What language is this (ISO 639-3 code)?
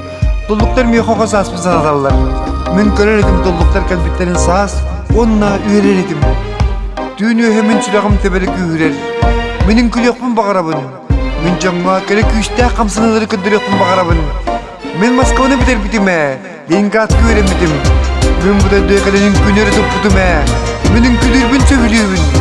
sah